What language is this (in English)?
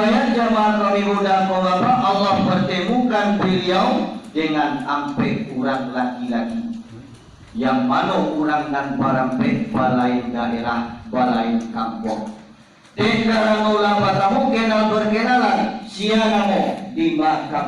Minangkabau